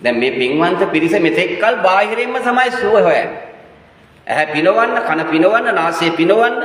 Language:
Sinhala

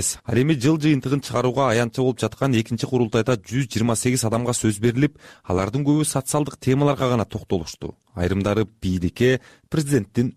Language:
Kyrgyz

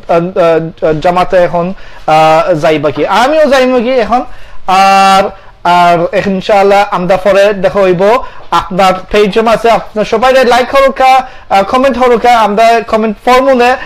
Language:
Sylheti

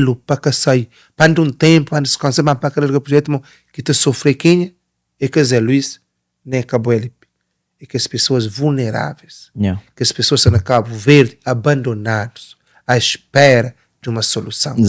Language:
Kabuverdianu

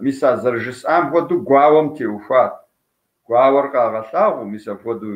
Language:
Kabardian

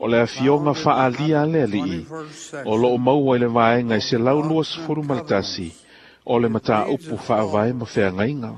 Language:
Samoan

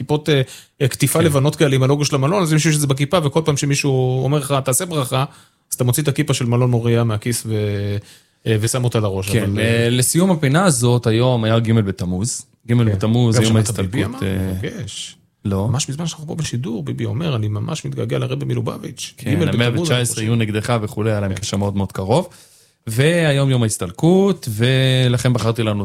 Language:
Hebrew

